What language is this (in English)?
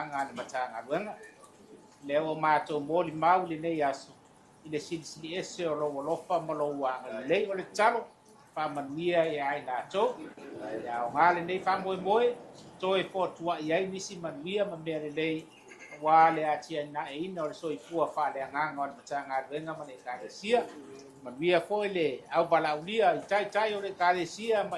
Samoan